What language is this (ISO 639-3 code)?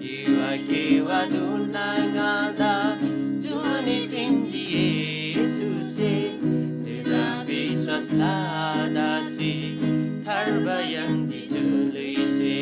taj